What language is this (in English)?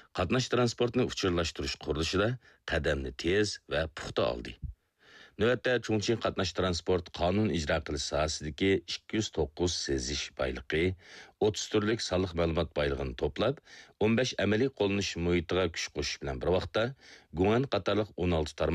Uyghur